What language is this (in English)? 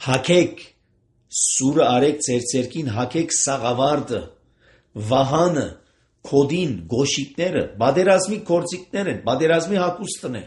Armenian